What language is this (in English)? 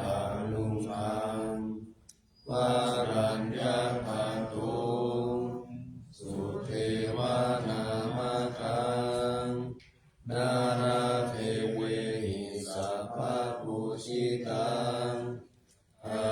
Pali